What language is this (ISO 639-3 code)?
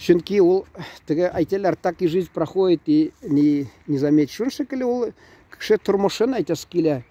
tat